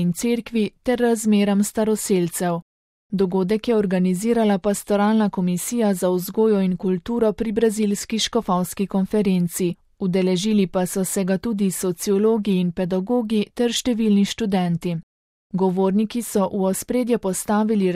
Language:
Slovenian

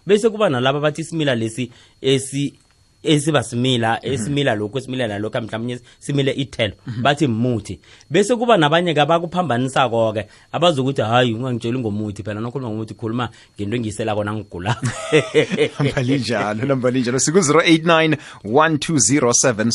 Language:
South Ndebele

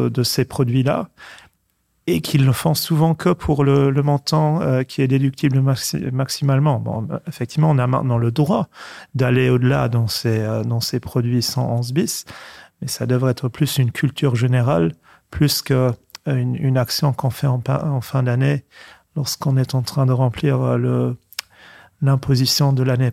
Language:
Luxembourgish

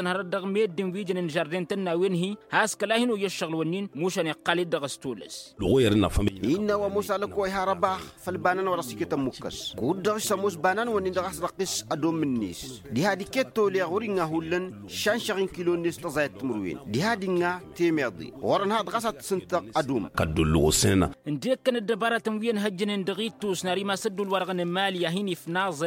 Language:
Tamasheq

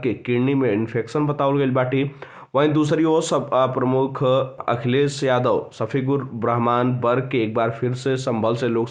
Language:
Bhojpuri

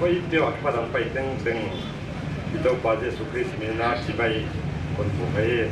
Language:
Paite Chin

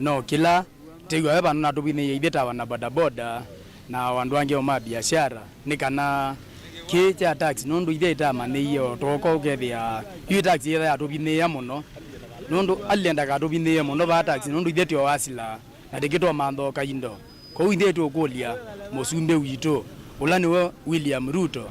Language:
Kamba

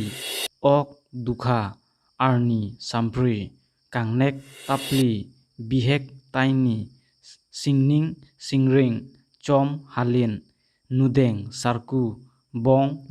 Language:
Karbi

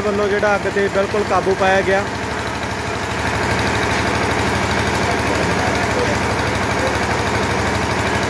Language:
Punjabi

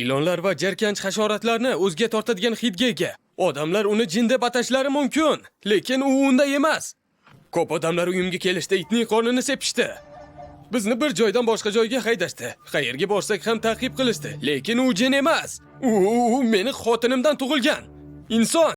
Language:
Uzbek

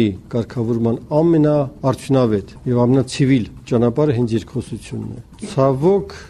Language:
Armenian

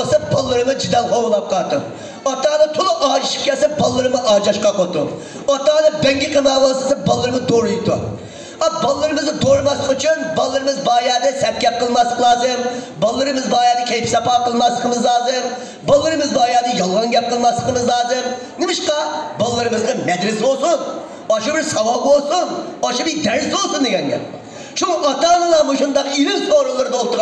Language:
Uyghur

